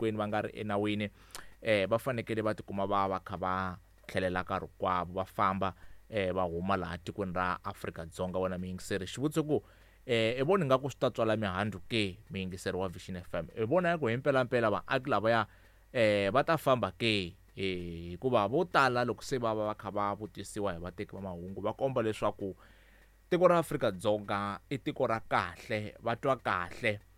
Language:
Tsonga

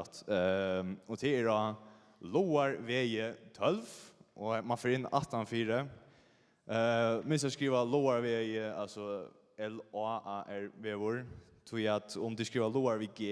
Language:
Faroese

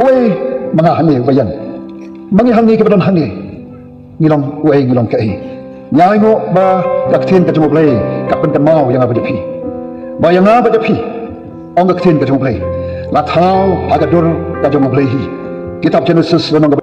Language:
Khasi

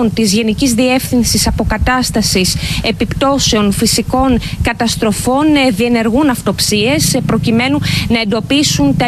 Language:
Greek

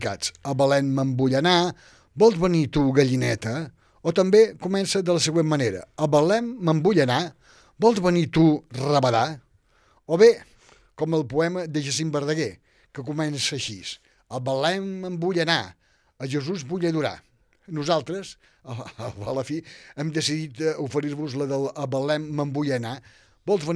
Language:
Catalan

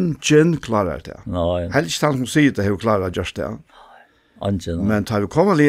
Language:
Faroese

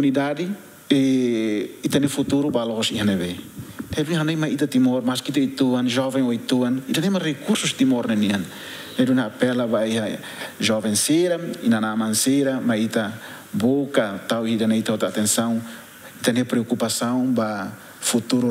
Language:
Tetum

